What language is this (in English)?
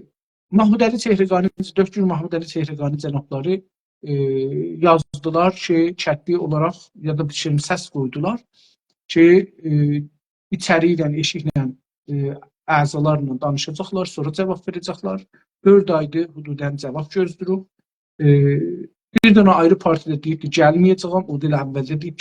South Azerbaijani